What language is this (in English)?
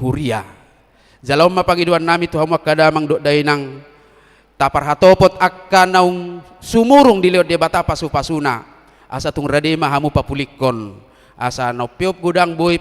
Batak Toba